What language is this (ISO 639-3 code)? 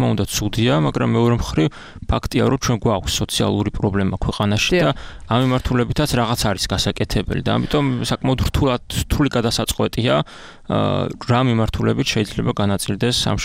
kat